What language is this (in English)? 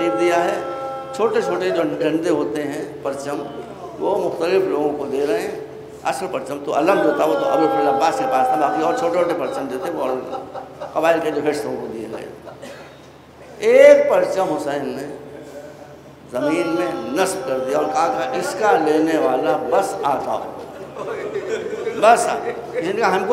Urdu